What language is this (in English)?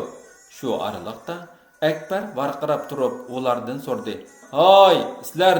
Uyghur